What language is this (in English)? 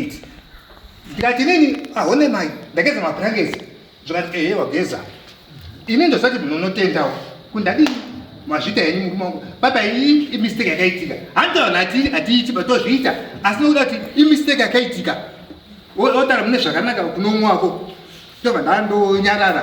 Shona